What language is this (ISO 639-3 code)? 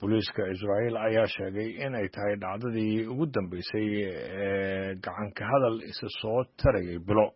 som